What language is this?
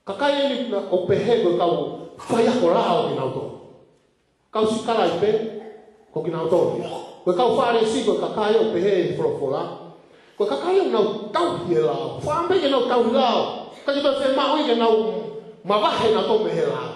Tongan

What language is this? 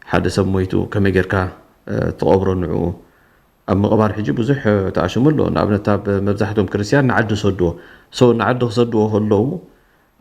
Tigrinya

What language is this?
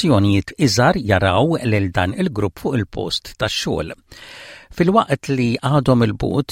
Maltese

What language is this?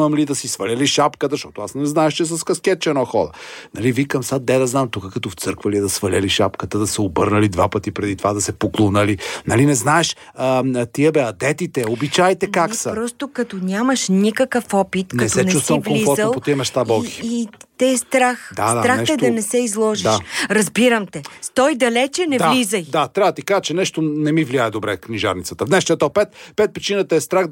Bulgarian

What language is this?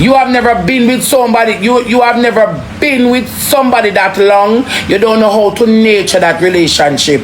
Jamaican Creole English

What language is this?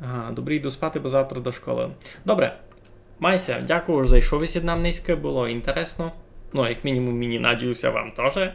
Rusyn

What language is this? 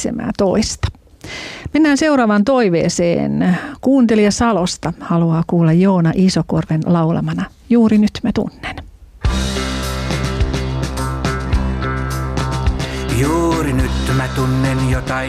Finnish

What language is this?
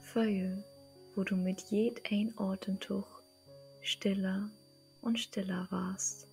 Low German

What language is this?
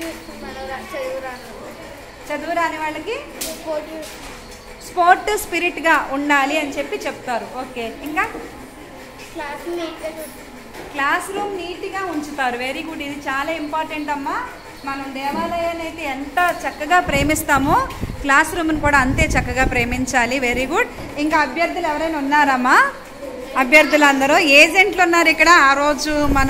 Telugu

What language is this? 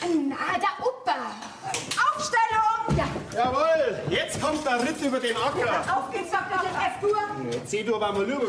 Bavarian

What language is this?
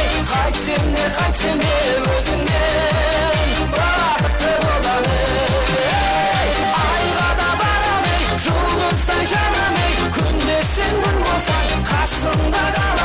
Kara-Kalpak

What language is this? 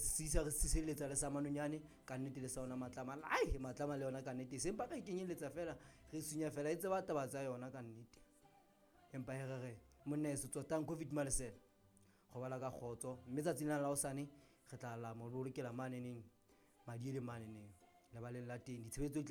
Southern Sotho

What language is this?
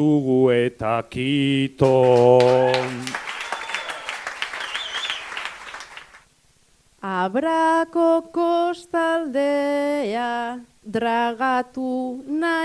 Basque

